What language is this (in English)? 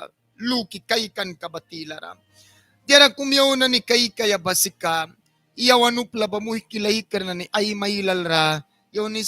Mískito